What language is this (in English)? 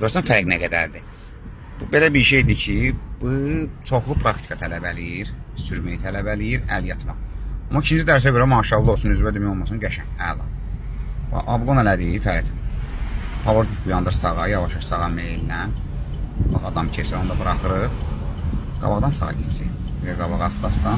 Azerbaijani